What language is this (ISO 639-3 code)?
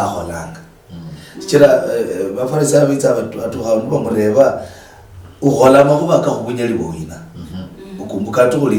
luy